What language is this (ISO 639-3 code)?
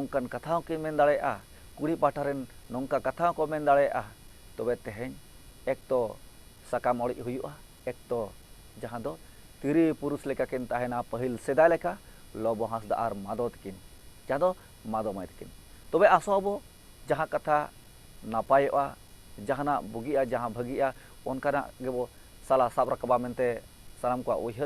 sat